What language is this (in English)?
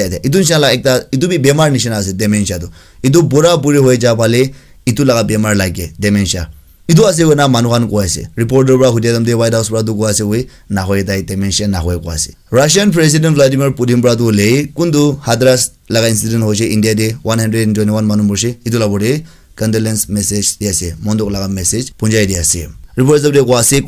Naga Pidgin